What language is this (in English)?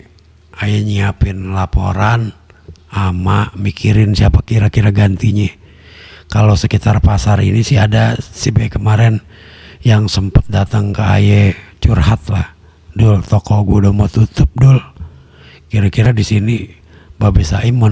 Betawi